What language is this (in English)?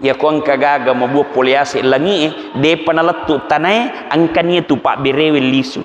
Buginese